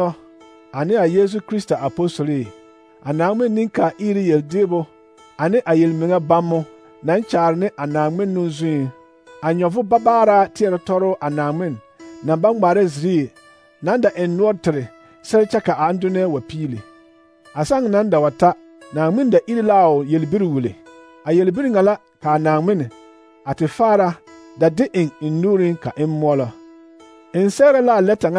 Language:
Southern Dagaare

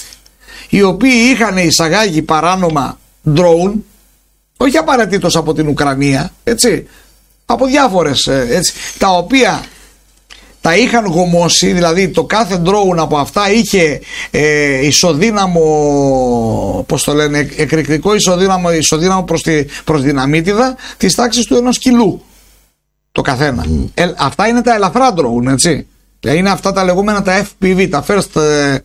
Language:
Greek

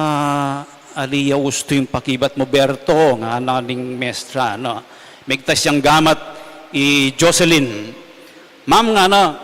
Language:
Pampanga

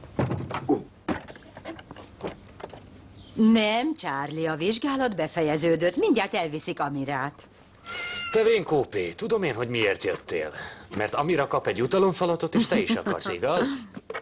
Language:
Hungarian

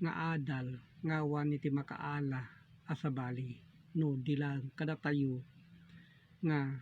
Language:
Iloko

